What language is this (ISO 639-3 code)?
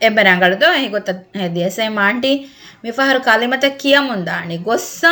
div